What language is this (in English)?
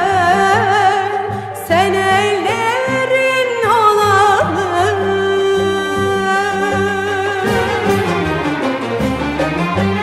Turkish